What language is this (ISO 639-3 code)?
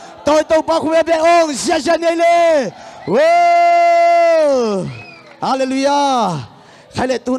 ctd